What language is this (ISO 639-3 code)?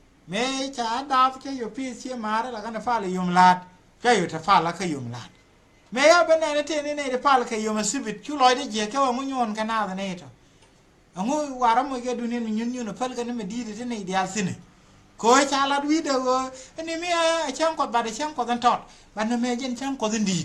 nus